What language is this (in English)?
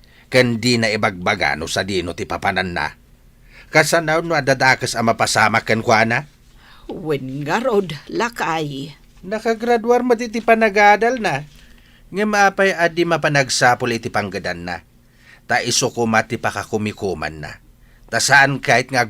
Iloko